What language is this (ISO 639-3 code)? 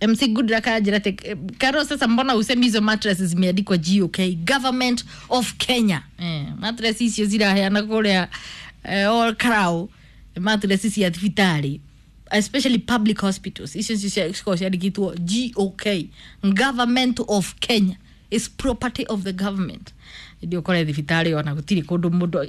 kik